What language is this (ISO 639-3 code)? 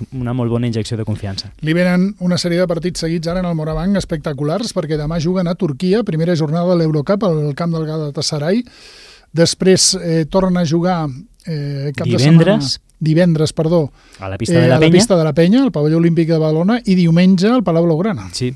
cat